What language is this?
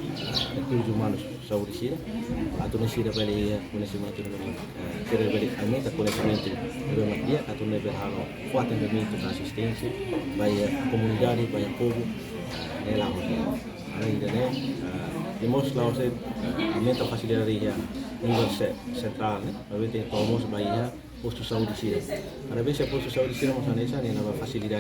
Tetum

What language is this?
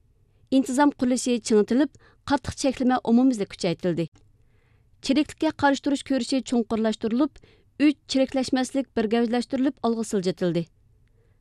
Uyghur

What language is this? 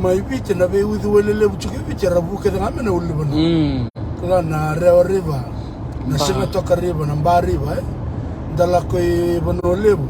Fijian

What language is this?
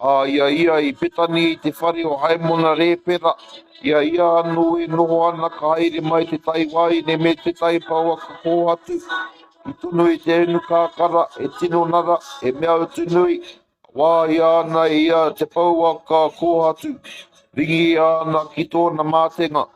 Māori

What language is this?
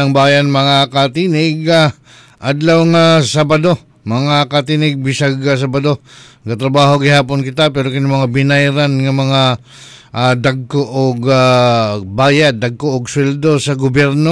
Cebuano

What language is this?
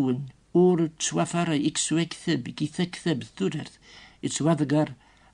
Kabyle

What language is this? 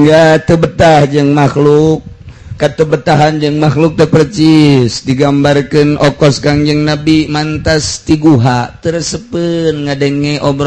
Sundanese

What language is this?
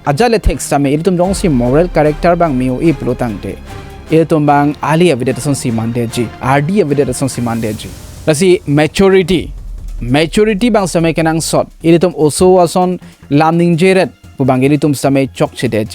Karbi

